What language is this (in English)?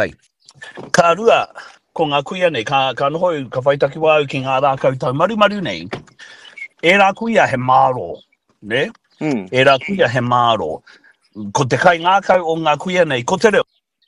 Māori